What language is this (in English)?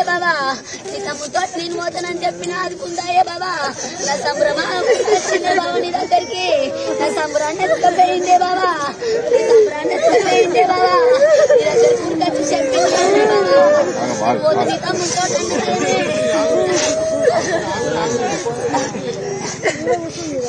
Telugu